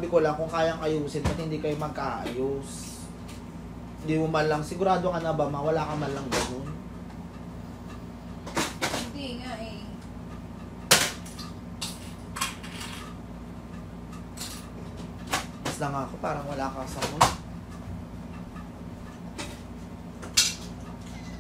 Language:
Filipino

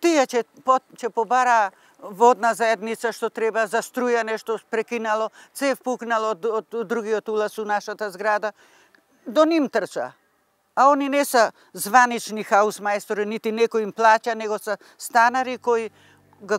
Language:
Macedonian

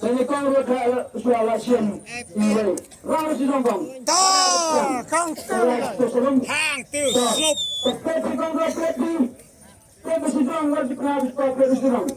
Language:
Khasi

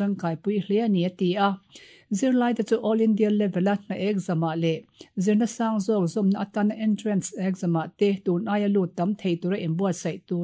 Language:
Mizo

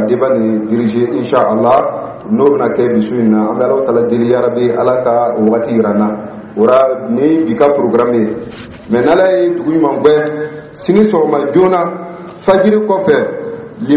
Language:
Dyula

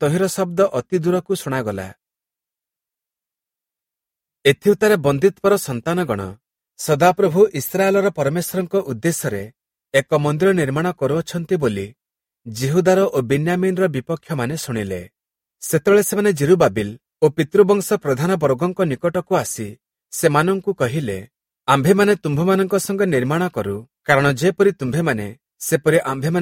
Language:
Odia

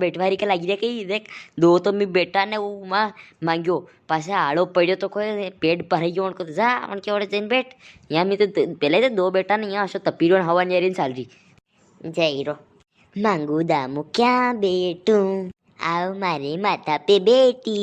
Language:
Rajasthani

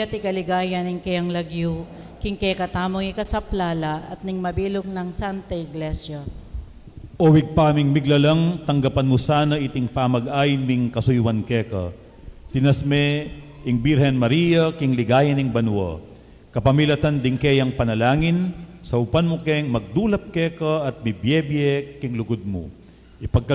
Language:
Pampanga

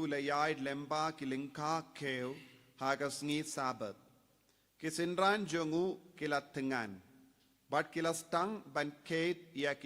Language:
Khasi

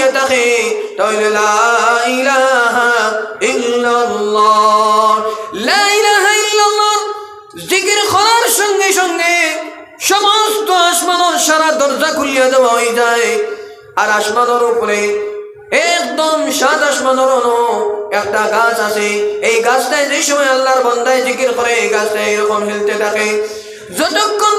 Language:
Sylheti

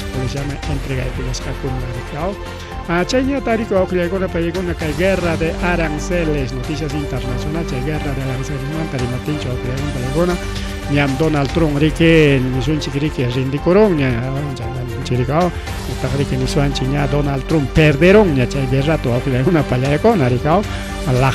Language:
Ayacucho Quechua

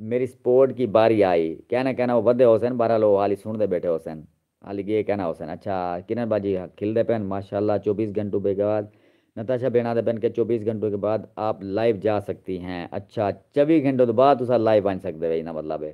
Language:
Saraiki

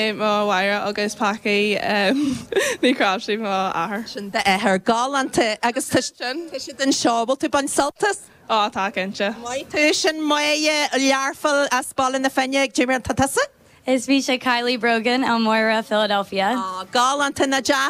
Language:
Irish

